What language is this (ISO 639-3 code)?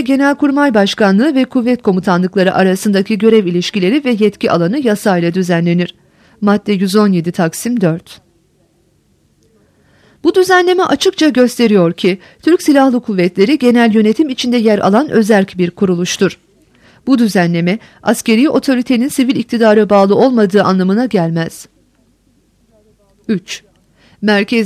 tur